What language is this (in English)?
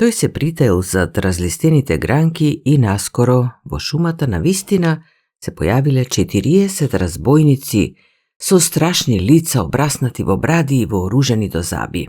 Macedonian